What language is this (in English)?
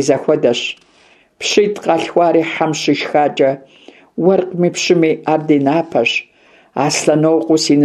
Kabardian